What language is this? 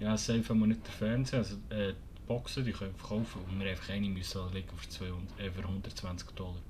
Swiss German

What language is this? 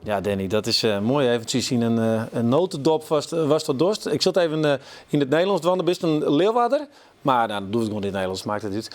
Western Frisian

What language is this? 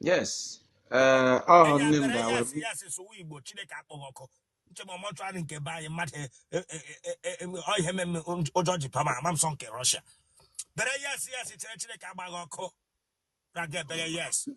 Igbo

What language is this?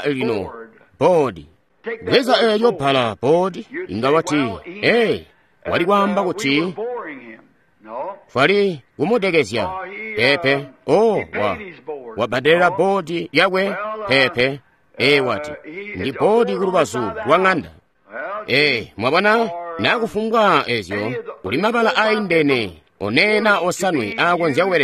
Tonga (Zambia)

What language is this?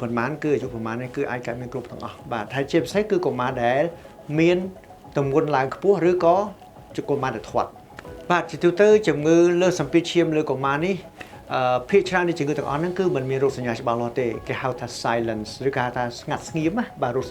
Khmer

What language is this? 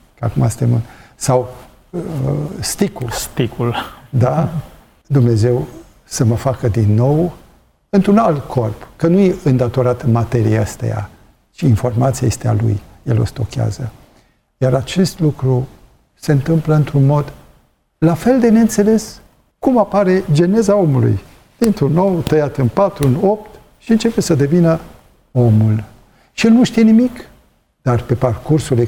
Romanian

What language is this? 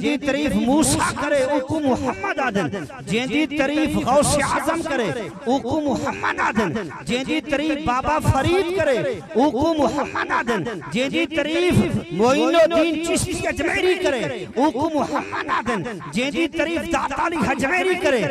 Saraiki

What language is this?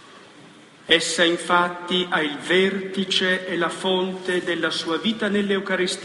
Italian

